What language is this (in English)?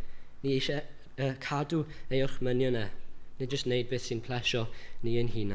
Welsh